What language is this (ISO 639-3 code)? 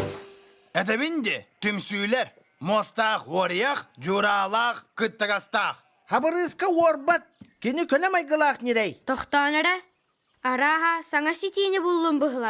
sah